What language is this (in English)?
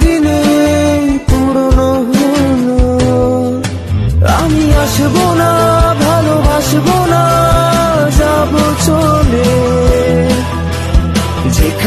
Bangla